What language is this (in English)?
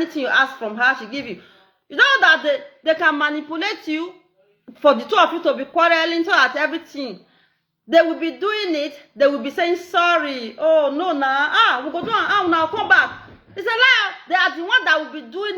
Nigerian Pidgin